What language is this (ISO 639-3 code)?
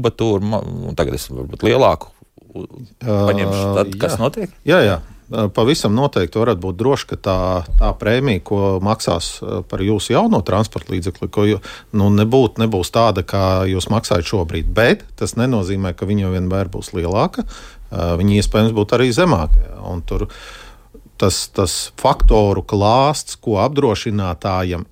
lav